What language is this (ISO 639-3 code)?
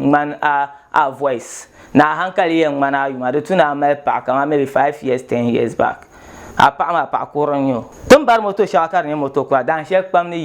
dag